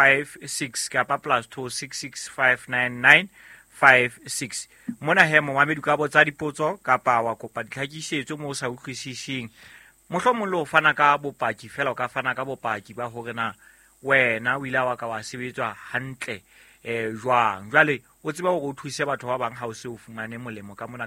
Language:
Southern Sotho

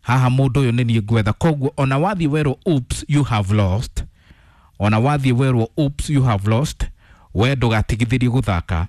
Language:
Kikuyu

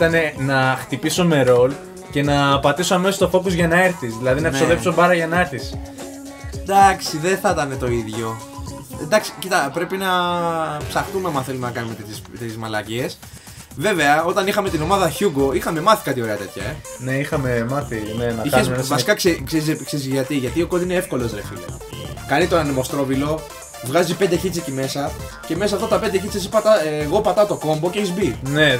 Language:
Greek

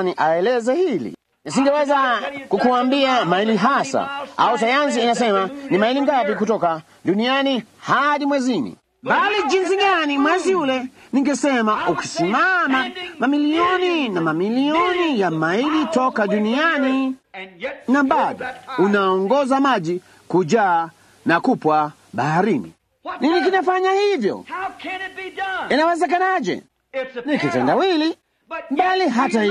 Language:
Swahili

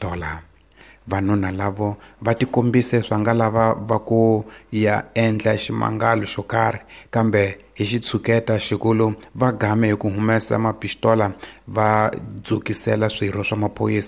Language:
Tsonga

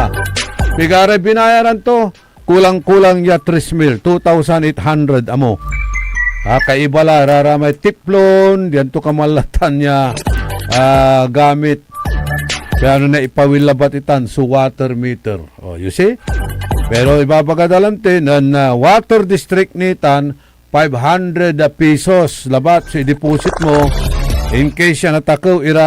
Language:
Pangasinan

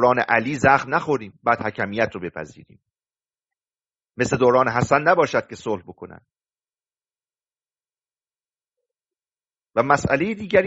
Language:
Persian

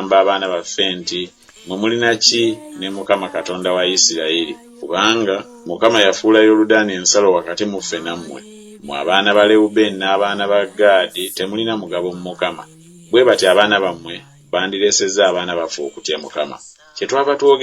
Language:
Ganda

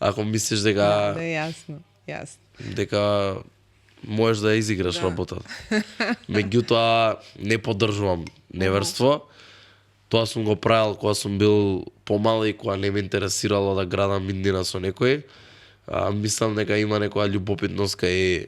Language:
Macedonian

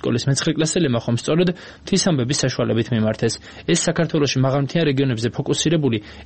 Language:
Georgian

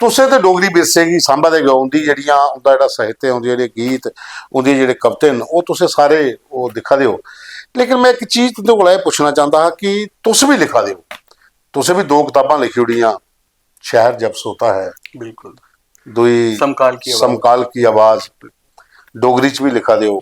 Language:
Dogri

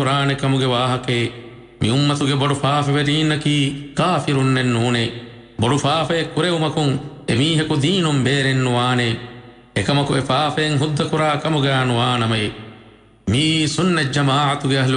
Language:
Divehi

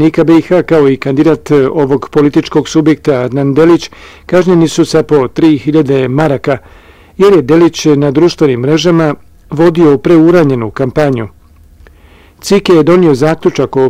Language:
Bosnian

